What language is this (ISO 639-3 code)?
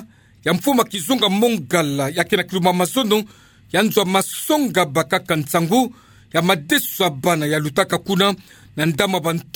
ktu